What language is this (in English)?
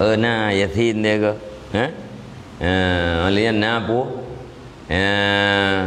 Achinese